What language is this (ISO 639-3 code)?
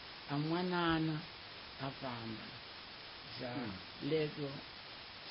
tso